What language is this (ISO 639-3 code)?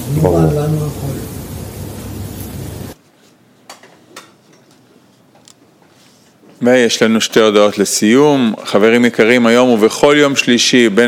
heb